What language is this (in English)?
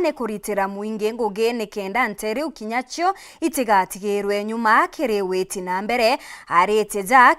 Meru